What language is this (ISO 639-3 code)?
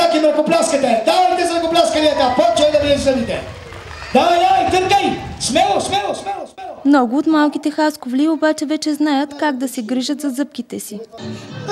bul